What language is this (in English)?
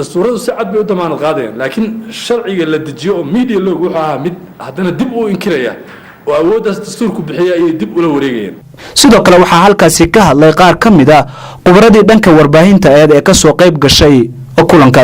Somali